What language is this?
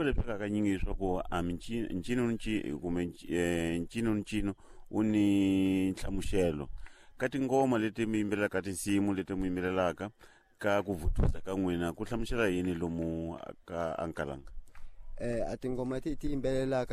Tsonga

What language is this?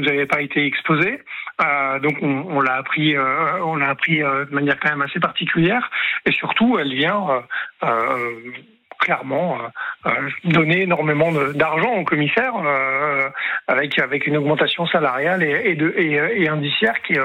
French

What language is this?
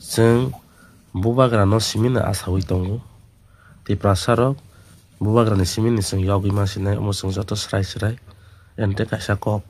Kok Borok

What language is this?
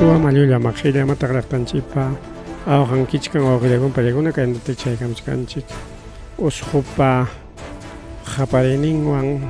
Ayacucho Quechua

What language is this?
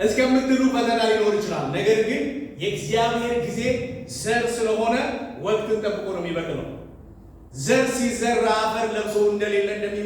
Amharic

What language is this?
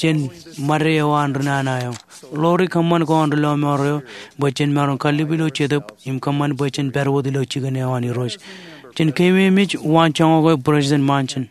Marshallese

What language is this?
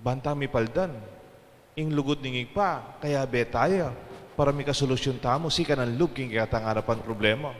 Pampanga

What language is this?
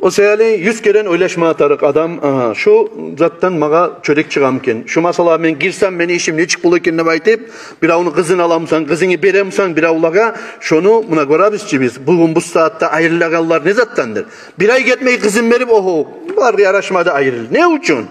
Kumyk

